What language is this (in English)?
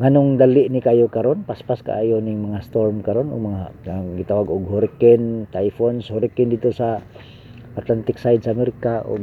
Cebuano